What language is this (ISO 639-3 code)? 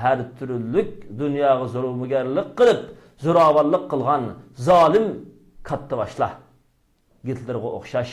uig